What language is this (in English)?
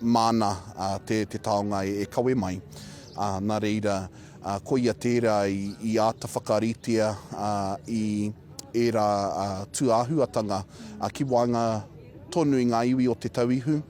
Māori